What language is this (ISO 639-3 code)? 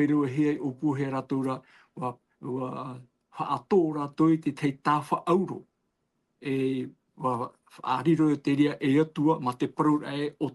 tah